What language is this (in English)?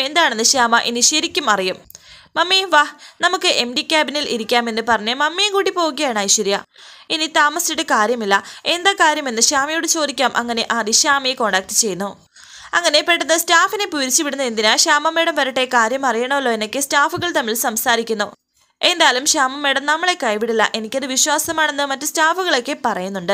Malayalam